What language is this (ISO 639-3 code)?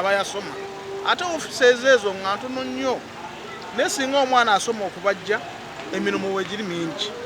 nyn